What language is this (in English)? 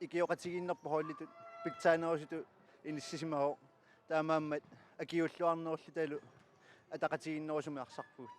Kalaallisut